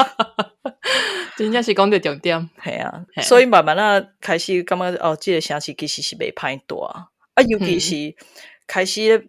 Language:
Min Nan Chinese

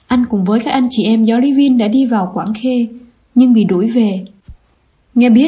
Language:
Vietnamese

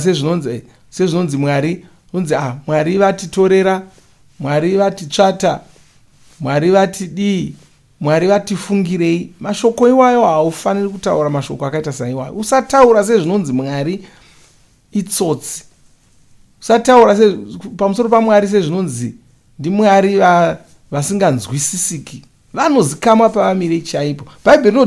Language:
Shona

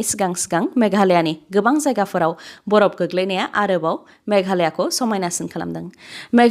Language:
Bodo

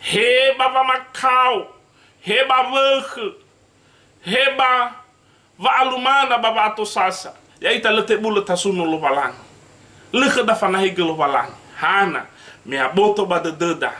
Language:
Nias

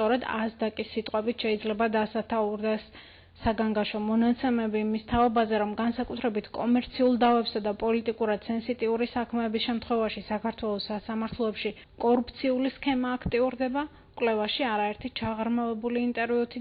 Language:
Georgian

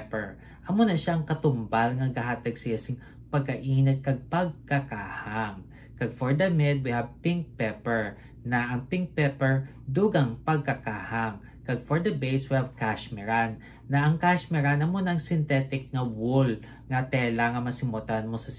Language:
Hiligaynon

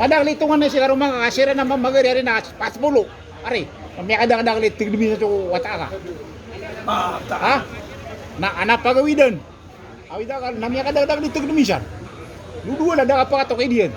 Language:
Maranao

